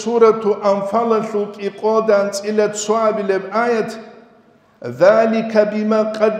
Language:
Avaric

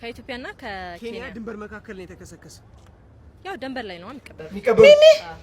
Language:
Amharic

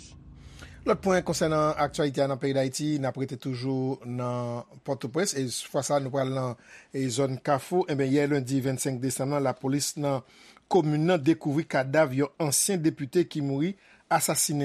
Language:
Haitian Creole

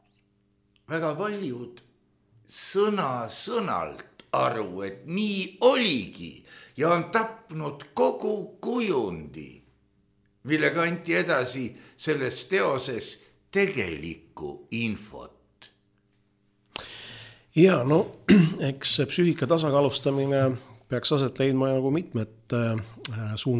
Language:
Estonian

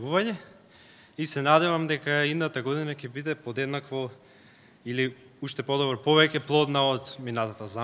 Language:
Macedonian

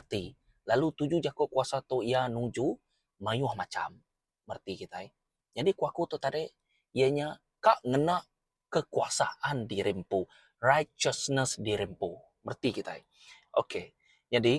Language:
Iban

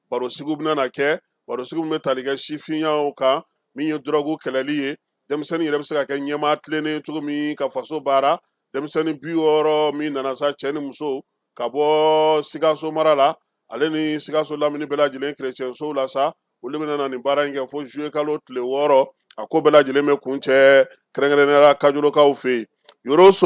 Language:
Bambara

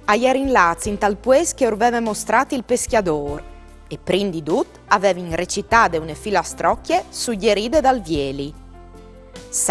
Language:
Friulian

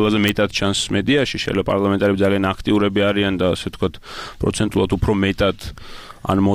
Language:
Georgian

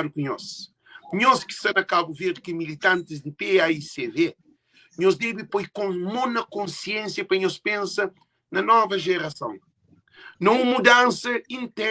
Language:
Kabuverdianu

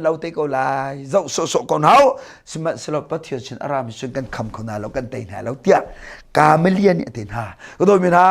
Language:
Hakha Chin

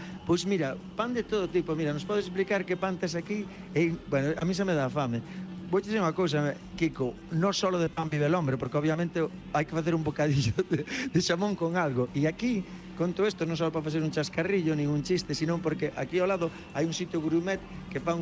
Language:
Galician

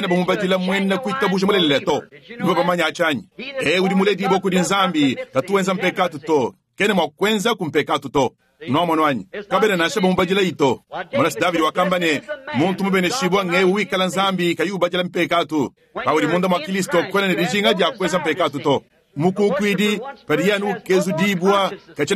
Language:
Luba-Lulua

